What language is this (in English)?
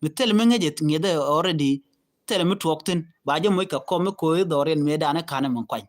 Nuer